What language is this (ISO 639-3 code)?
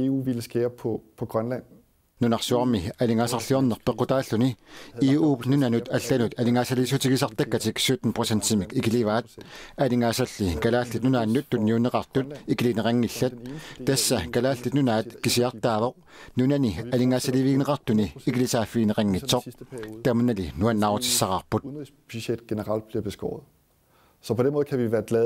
kal